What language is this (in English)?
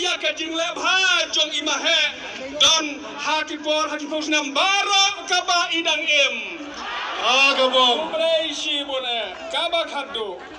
Khasi